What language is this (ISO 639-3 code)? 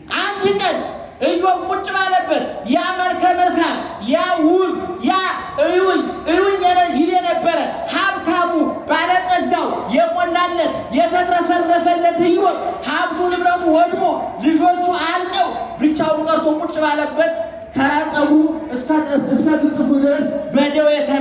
amh